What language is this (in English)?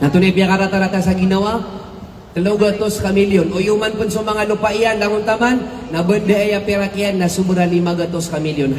Maranao